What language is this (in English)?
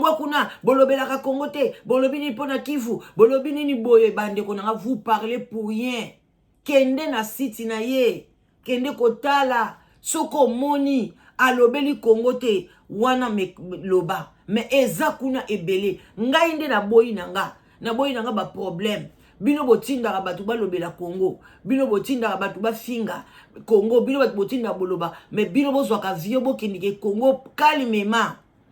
Lingala